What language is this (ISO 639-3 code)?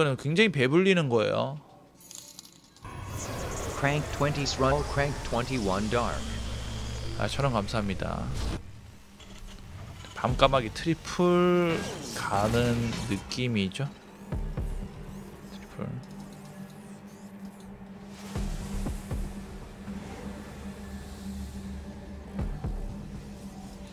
kor